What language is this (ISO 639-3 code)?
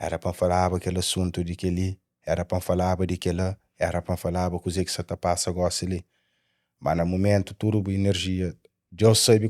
kea